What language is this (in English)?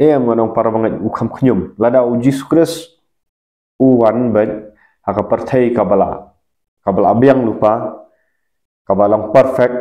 Khasi